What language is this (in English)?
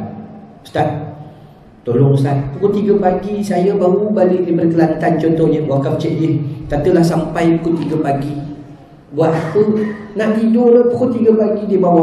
Malay